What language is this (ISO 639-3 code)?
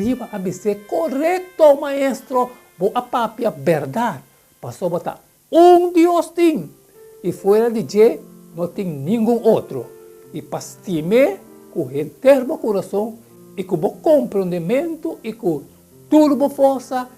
pap